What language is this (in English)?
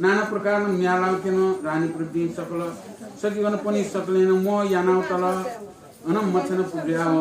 Newari